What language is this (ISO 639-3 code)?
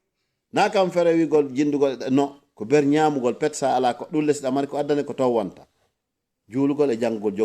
ful